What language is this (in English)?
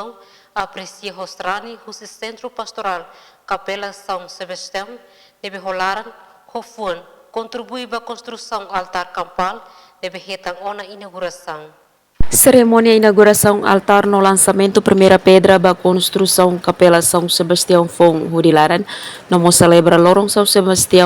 Tetum